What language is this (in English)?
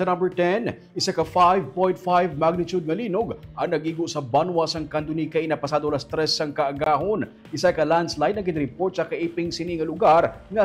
Hiligaynon